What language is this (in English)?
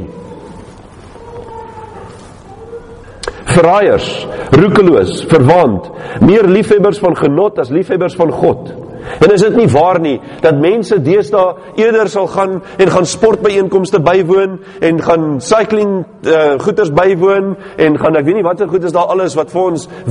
Afrikaans